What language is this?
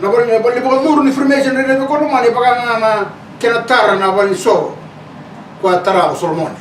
Fijian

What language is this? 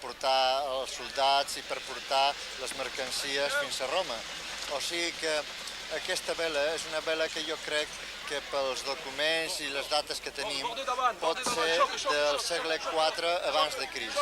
Occitan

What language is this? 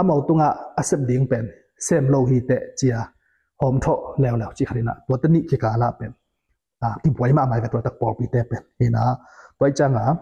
Tedim Chin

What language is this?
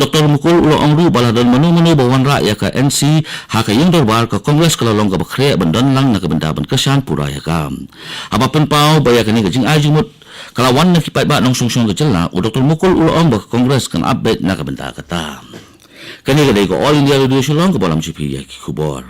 Khasi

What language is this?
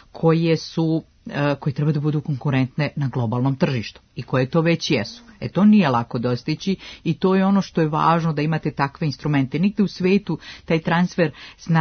Serbian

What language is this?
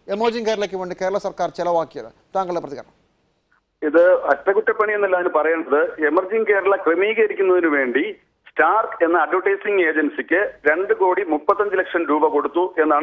Malayalam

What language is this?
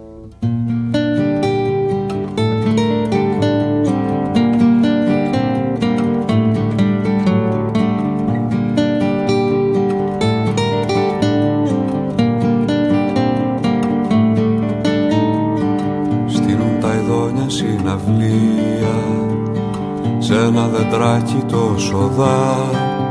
Greek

